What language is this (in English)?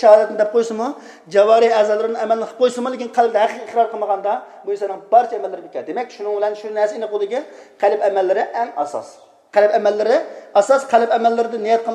Uyghur